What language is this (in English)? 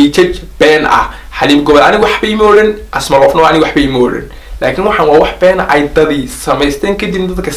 Somali